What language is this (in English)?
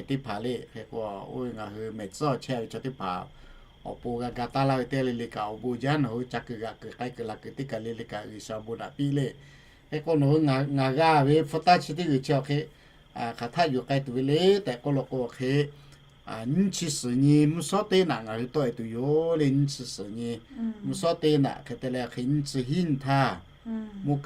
Lahu